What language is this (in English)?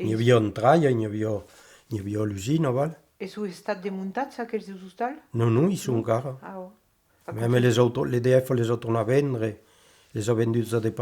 Occitan